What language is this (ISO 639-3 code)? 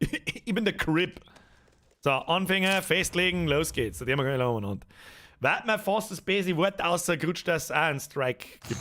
bar